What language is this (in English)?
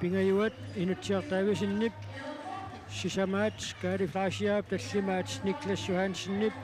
Kalaallisut